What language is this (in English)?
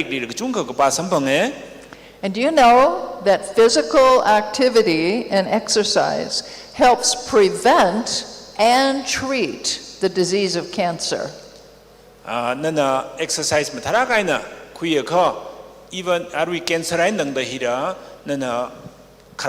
Tangkhul Naga (India)